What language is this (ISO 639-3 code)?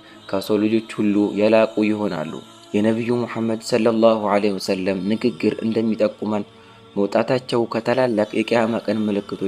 amh